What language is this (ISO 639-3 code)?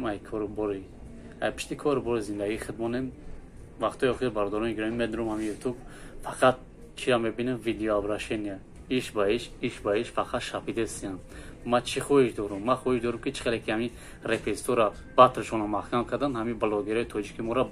tgk